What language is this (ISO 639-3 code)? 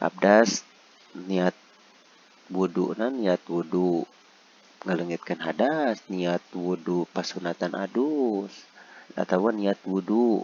sun